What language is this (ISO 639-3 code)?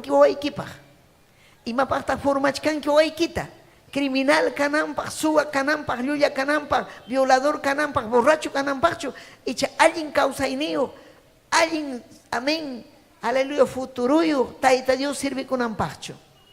quy